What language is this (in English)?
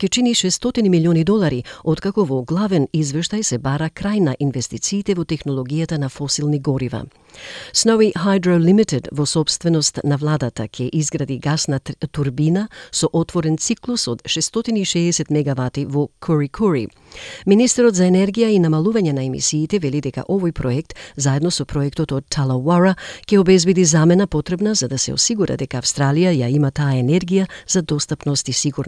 Macedonian